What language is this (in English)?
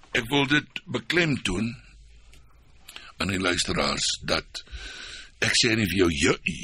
Afrikaans